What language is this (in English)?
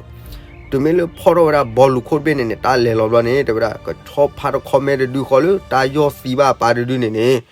S'gaw Karen